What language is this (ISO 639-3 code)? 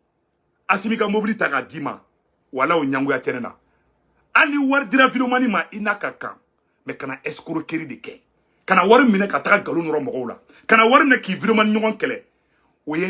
bam